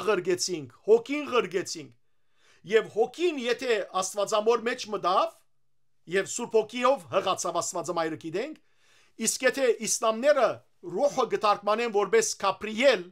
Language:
Western Armenian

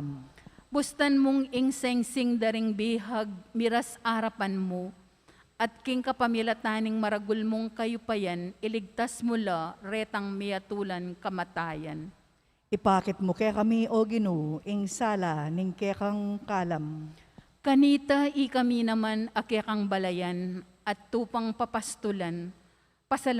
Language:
Pampanga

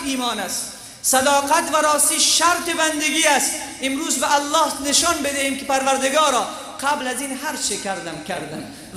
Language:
Tajik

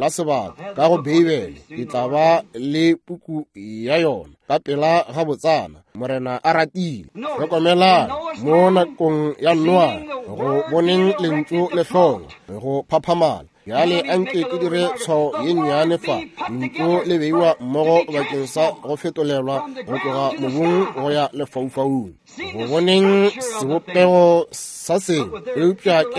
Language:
Northern Sotho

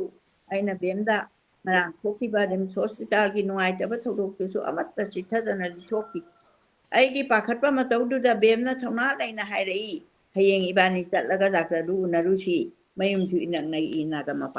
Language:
Manipuri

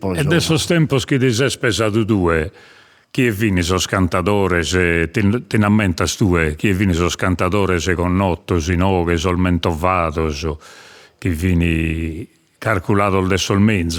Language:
Sardinian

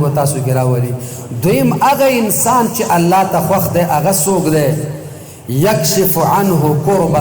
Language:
Pashto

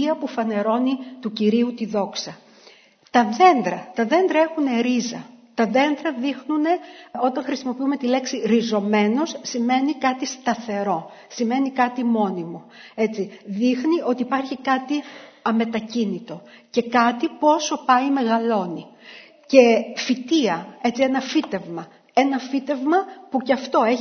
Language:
Greek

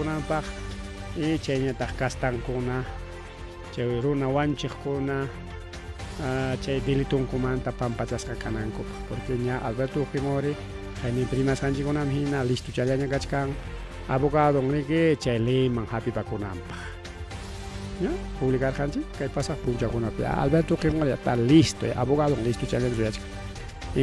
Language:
Ayacucho Quechua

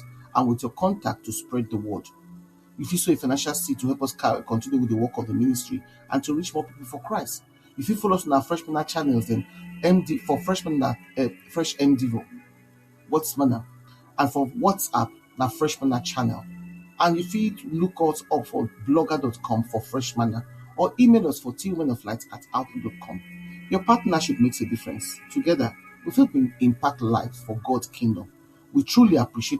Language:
Nigerian Pidgin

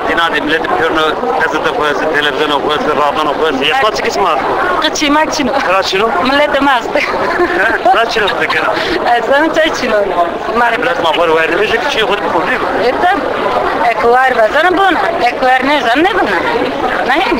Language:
Zaza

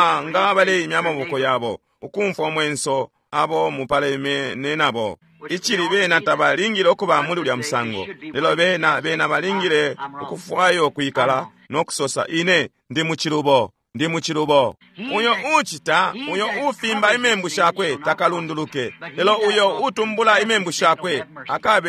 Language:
Bemba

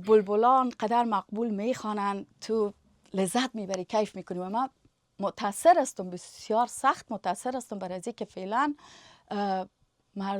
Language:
Persian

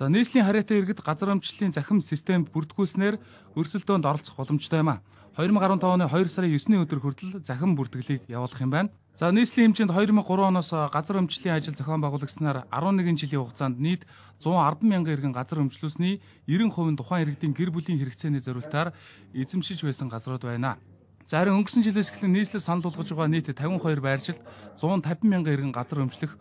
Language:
Mongolian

